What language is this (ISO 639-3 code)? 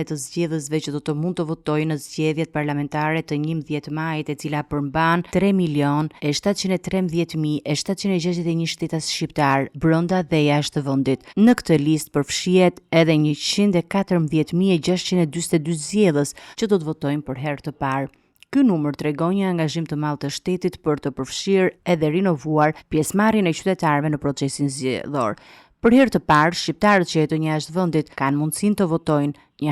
sqi